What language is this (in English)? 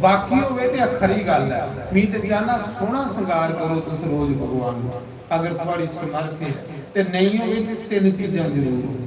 Dogri